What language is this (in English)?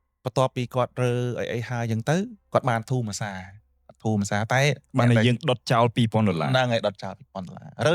Khmer